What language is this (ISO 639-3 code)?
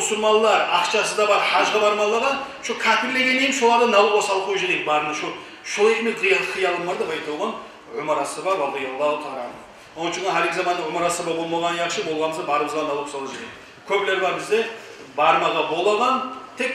kum